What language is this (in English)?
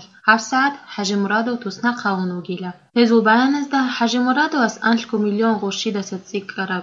Avaric